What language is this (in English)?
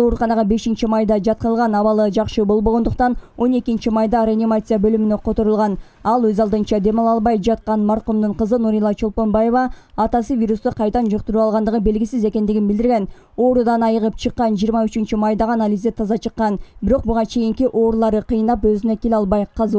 Kyrgyz